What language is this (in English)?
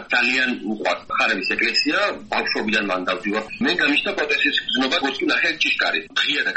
Georgian